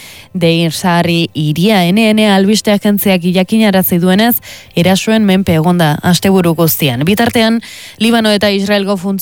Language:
Basque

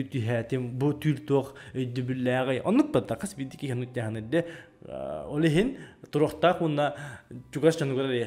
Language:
Yakut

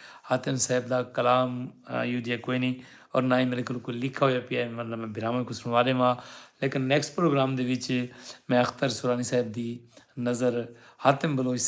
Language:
Saraiki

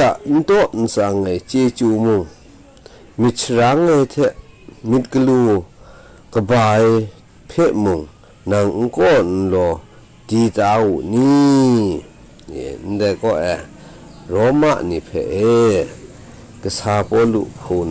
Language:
Kachin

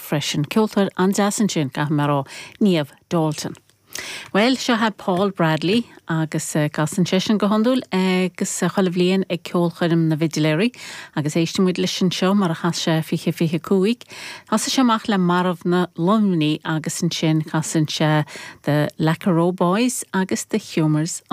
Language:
Irish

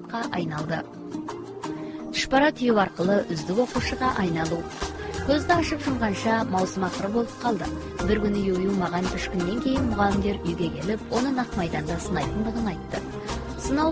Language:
Kazakh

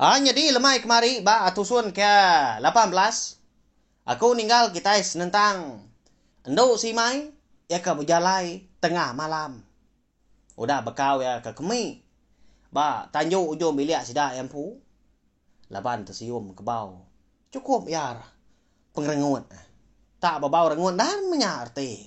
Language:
Iban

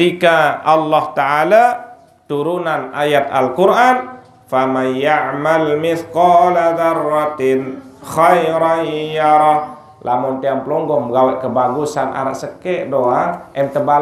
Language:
Sasak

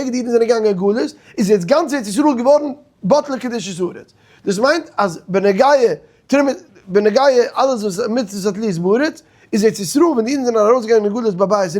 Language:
Yiddish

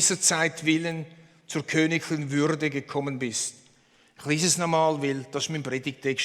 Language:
Swiss German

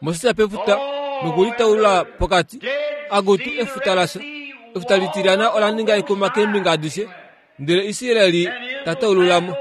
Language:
Kuanyama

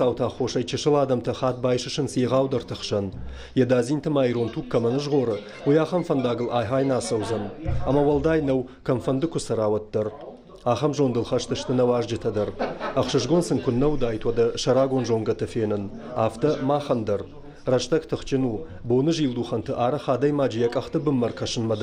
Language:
Ossetic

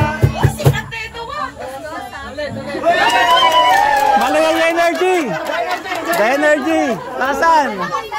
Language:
Filipino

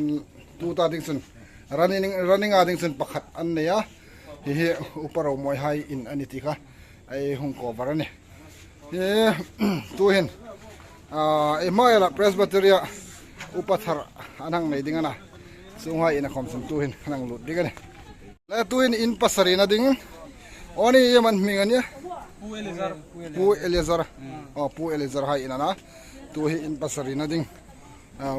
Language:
Hmar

